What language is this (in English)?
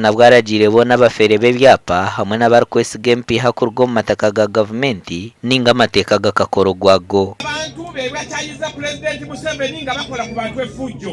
Nyankole